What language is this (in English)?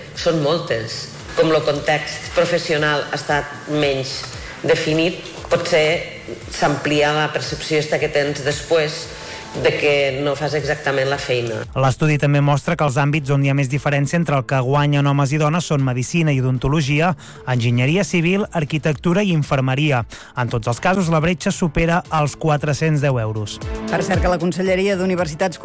Catalan